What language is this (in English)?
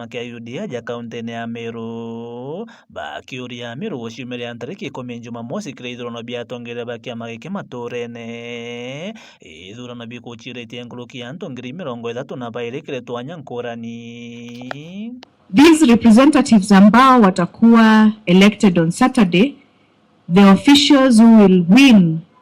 Meru